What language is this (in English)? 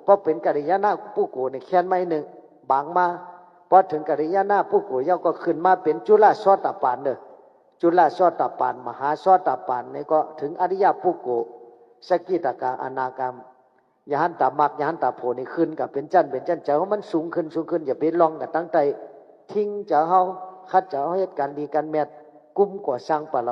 Shan